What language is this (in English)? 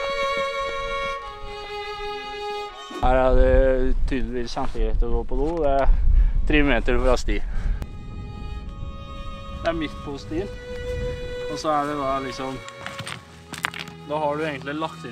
Norwegian